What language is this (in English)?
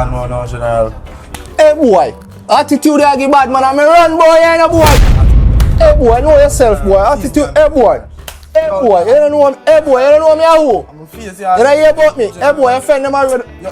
Jamaican Creole English